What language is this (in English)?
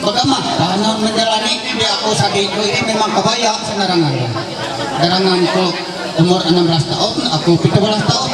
Ma'anyan